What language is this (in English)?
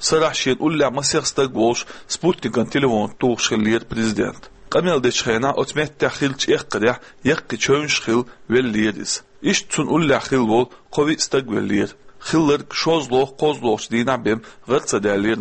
Chechen